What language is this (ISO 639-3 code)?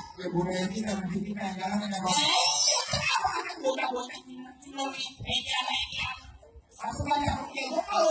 bew